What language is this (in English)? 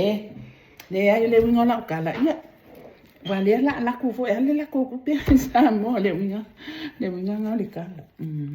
Samoan